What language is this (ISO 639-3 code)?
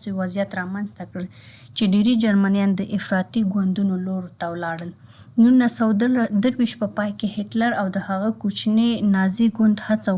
pus